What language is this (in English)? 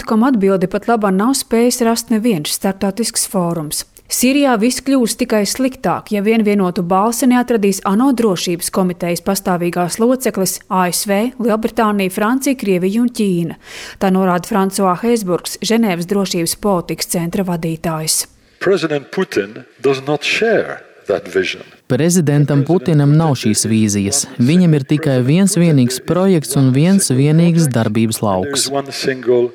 Latvian